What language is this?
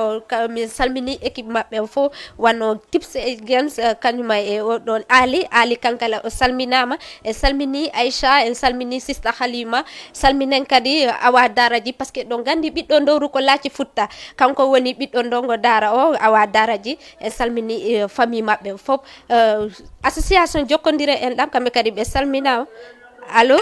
Fula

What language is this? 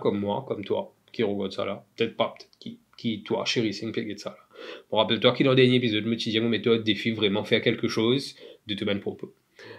Morisyen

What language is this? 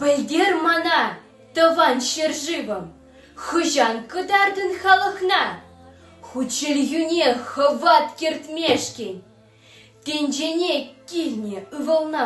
Chuvash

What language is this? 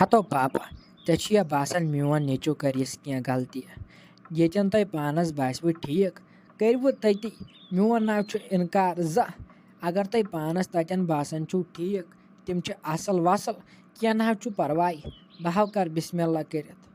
Kashmiri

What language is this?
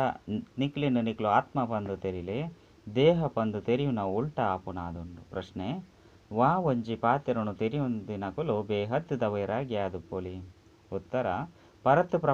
Tulu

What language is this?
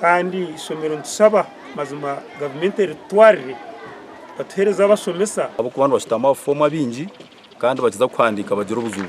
Nyankole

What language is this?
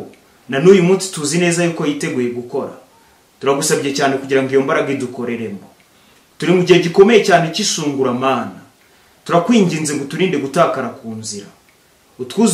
Kinyarwanda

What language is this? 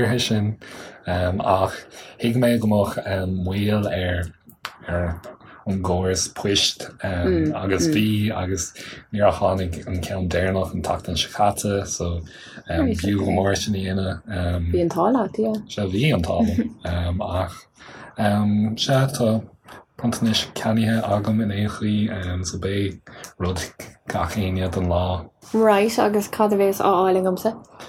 Irish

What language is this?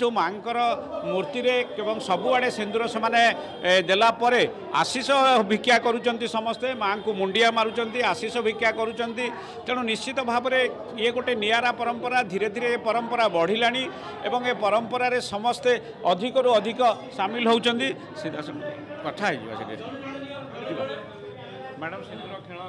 Odia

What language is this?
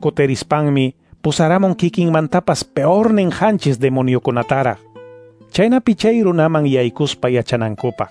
Quechua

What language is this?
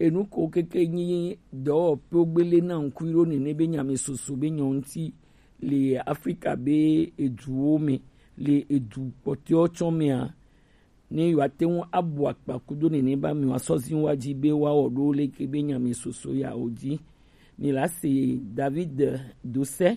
Gen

